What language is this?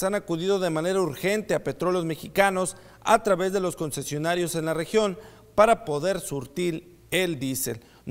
Spanish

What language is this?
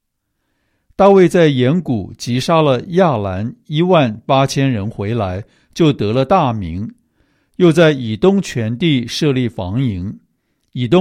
Chinese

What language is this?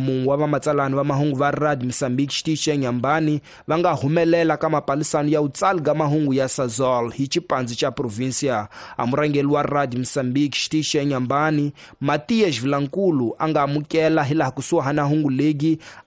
Tsonga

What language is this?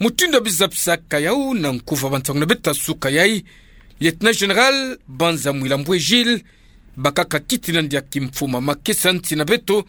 Kituba (Democratic Republic of Congo)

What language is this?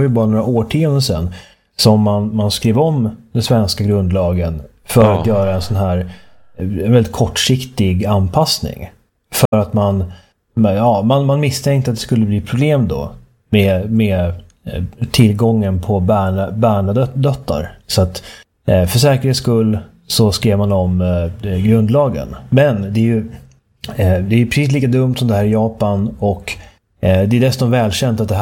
Swedish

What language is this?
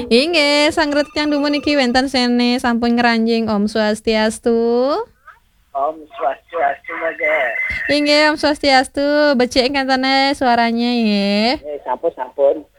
Balinese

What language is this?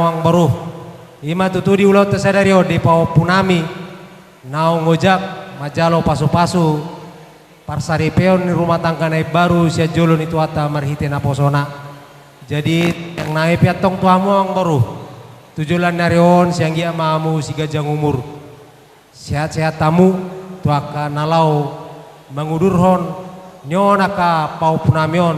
Batak Toba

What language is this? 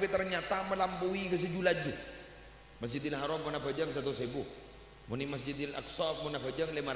Madurese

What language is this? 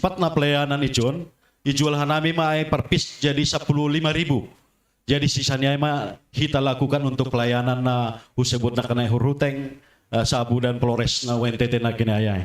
Batak Simalungun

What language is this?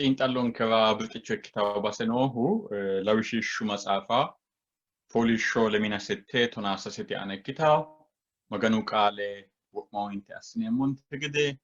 Sidamo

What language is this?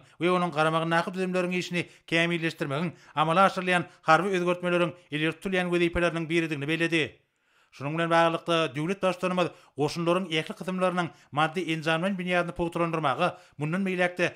Turkmen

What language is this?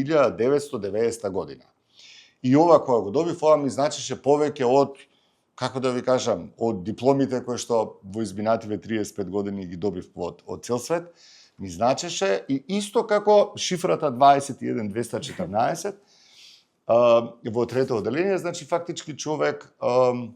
Macedonian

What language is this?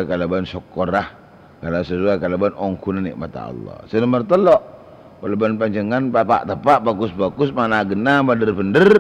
Madurese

